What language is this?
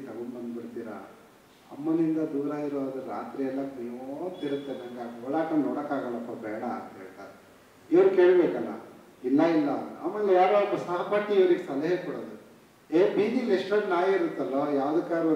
Kannada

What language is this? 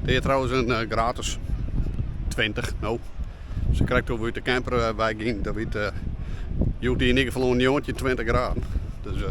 Western Frisian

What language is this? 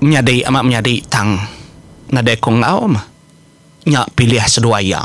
Iban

